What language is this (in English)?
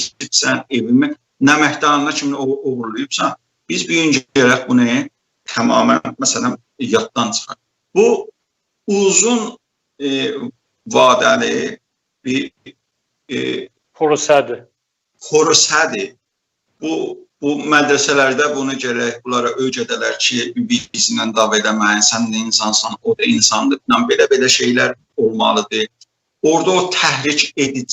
South Azerbaijani